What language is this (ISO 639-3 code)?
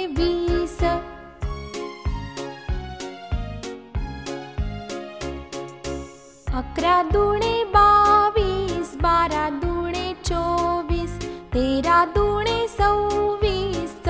mar